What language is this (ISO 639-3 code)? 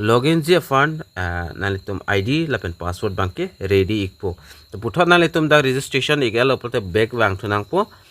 mjw